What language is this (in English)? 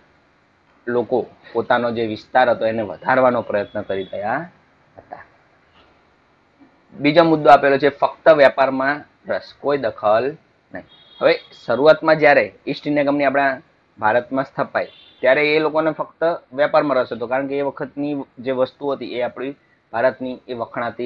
Gujarati